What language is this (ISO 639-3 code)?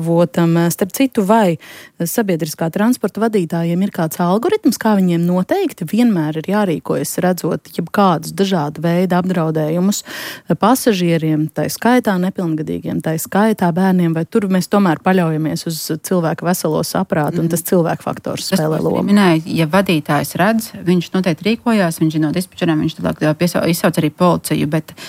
lav